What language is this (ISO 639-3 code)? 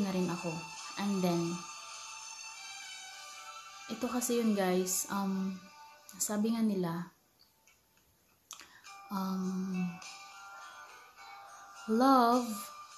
fil